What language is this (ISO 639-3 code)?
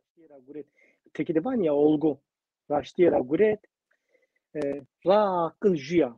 zza